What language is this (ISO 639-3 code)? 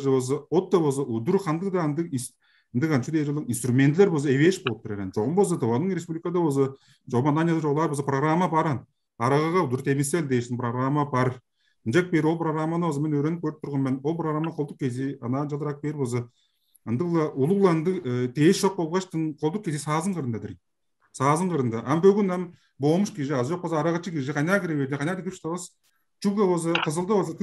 tyv